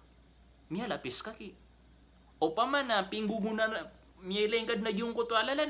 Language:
Maranao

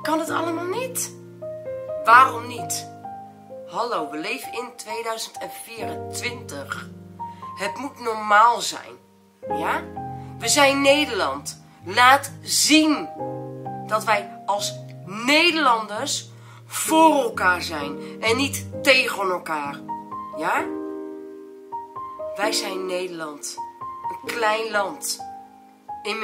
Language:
Dutch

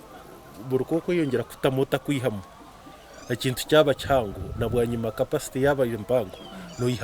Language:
Nyankole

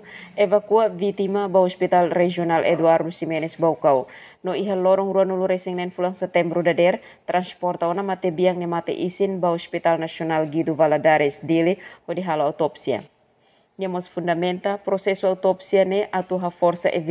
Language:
Tetum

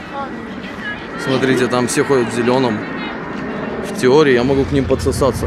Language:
Russian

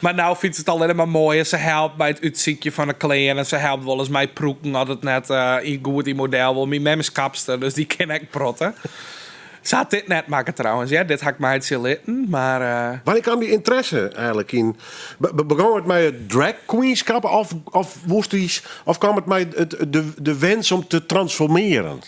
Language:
Western Frisian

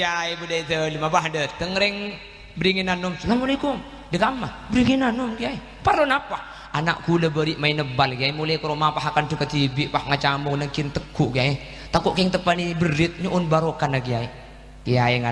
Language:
Madurese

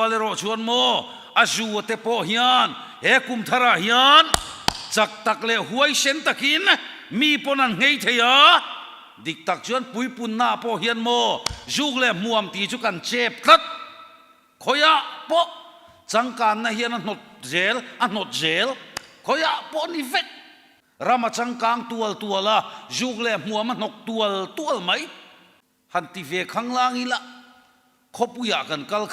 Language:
Mizo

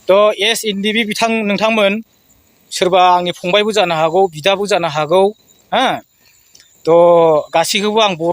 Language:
Bodo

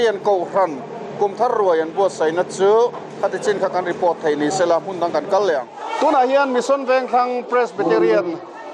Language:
Mizo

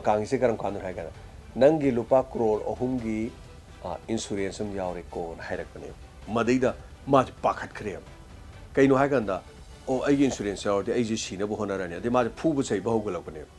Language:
Manipuri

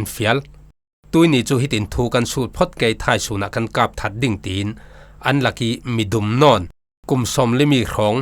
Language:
Falam Chin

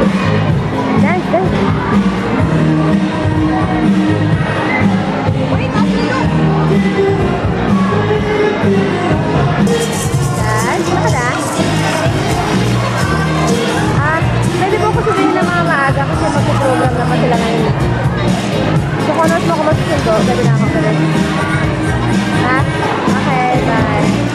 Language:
Filipino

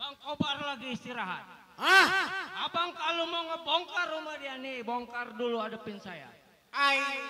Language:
Betawi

